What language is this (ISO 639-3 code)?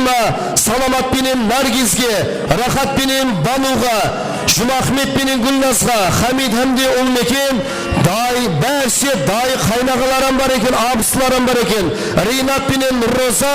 kaa